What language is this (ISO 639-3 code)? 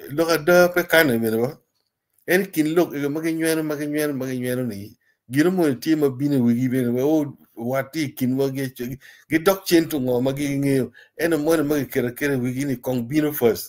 ach